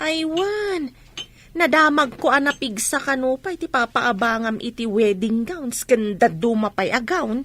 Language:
Iloko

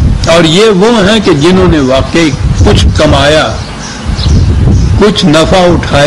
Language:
Urdu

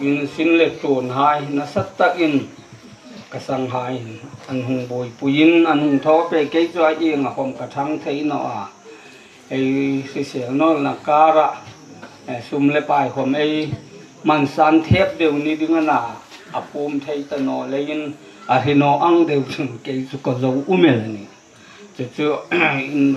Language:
Hmar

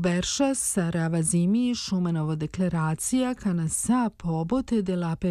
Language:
Serbian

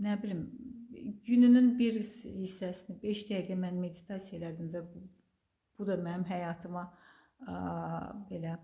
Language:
Azerbaijani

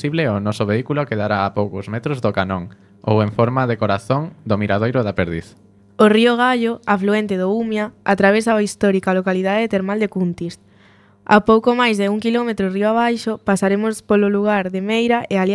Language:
Galician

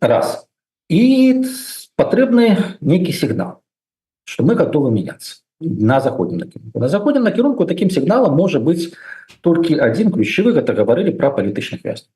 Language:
Belarusian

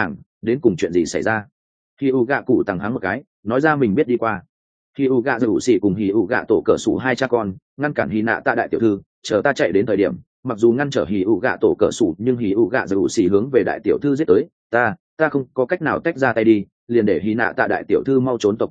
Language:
Vietnamese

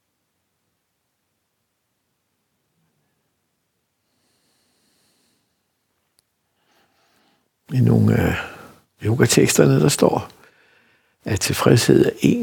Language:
Danish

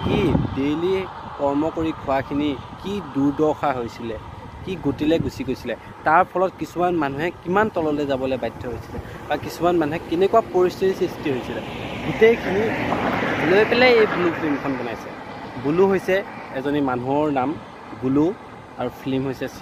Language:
Assamese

